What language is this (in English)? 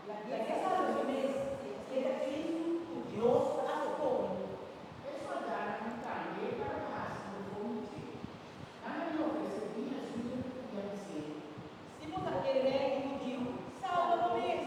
Papiamento